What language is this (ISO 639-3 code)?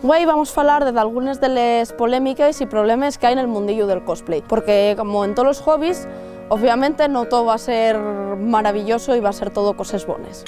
ast